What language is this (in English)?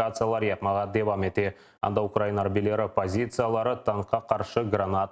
Crimean Tatar